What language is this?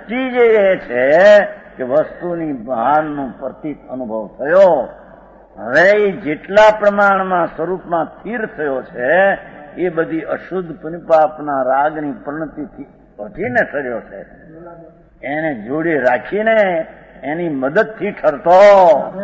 Gujarati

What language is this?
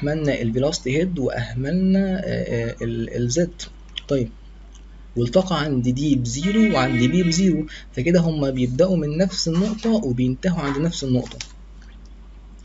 Egyptian Arabic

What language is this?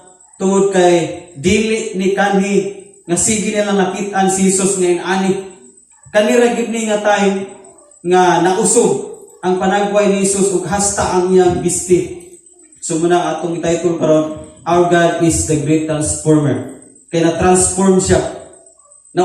Cebuano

